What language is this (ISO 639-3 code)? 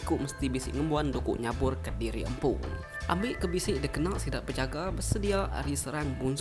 iba